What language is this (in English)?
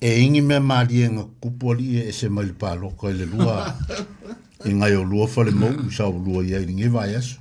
Samoan